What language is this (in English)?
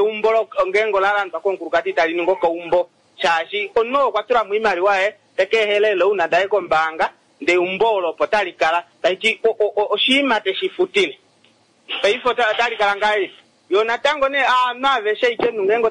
Kuanyama